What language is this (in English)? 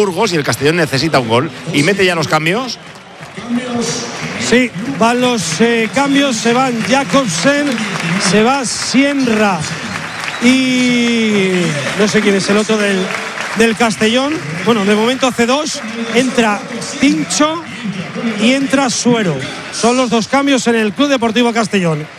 Spanish